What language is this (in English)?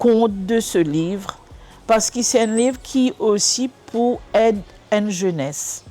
Morisyen